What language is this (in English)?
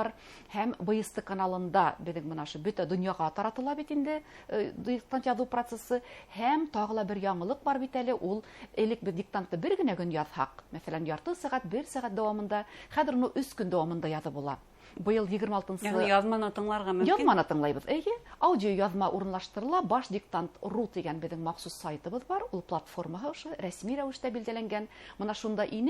Bashkir